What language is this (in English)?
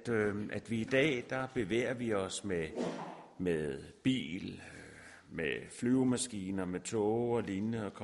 Danish